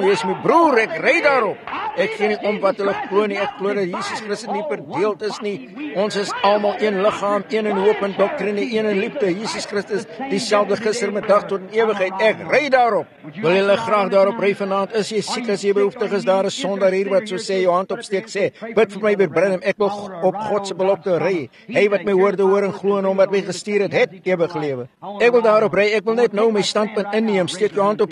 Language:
Afrikaans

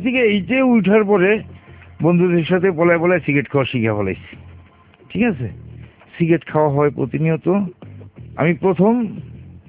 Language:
Bangla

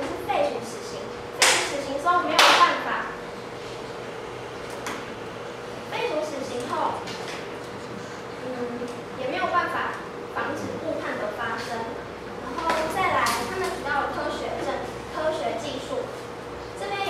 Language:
Chinese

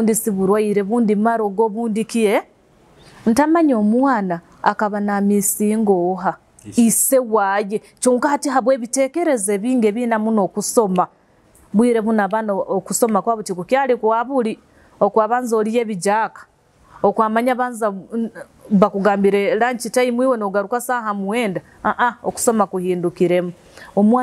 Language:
Nyoro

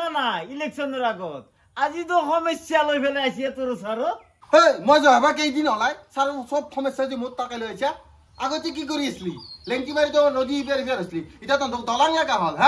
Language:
Assamese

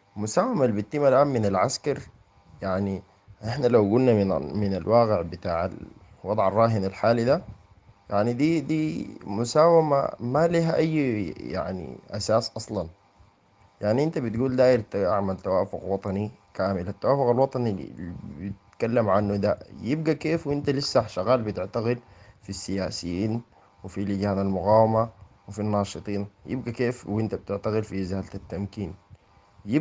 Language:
Sudanese Arabic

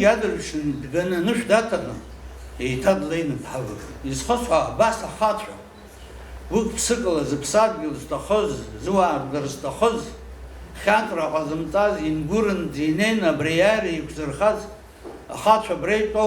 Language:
Abkhazian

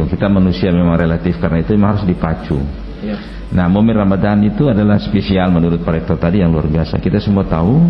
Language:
Indonesian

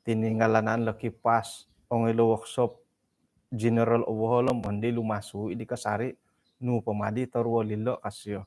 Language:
Central Dusun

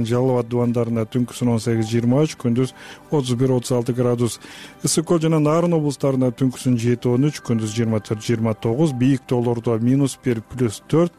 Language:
Kyrgyz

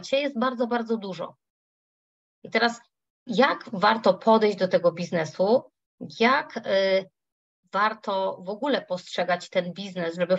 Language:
Polish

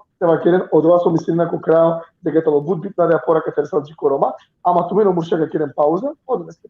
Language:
Balkan Romani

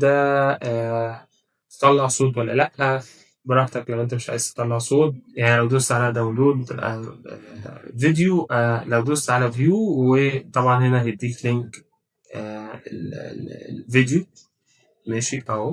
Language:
Egyptian Arabic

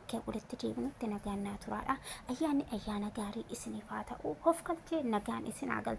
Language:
Oromo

